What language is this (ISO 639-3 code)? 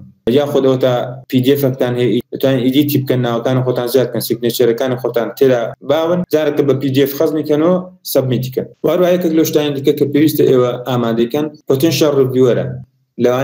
ckb